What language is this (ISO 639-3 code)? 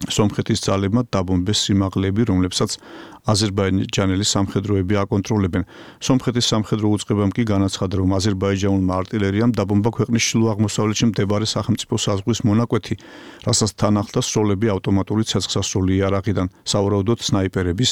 kat